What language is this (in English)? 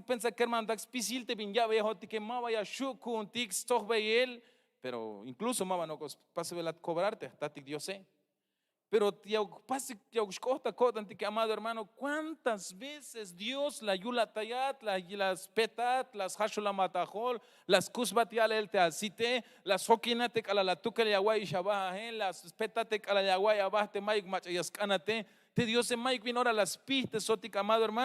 Tzeltal